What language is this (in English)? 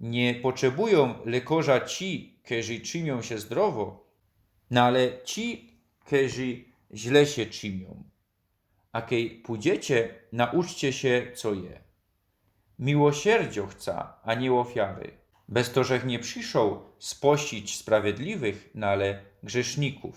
Silesian